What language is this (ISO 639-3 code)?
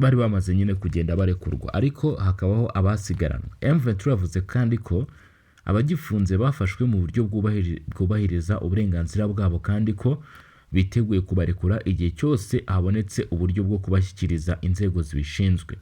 kin